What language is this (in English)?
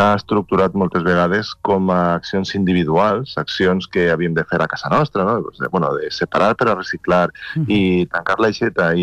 Catalan